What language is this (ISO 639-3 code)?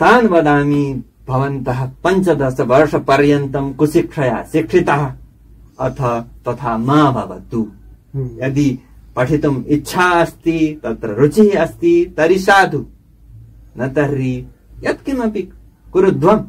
san